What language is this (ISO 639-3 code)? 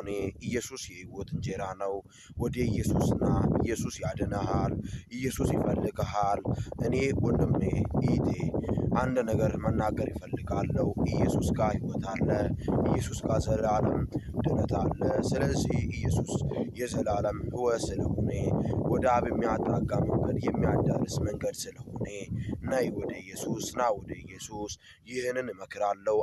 amh